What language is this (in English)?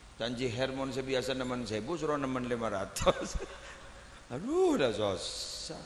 Madurese